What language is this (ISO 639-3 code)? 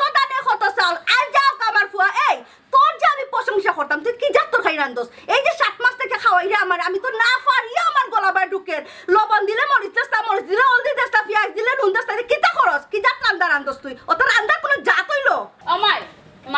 syl